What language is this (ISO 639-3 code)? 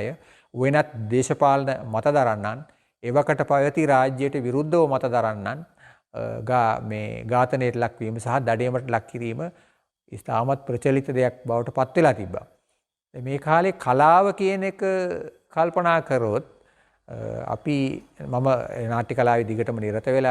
sin